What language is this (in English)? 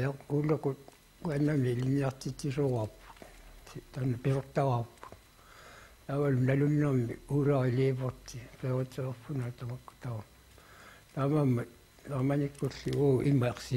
Kalaallisut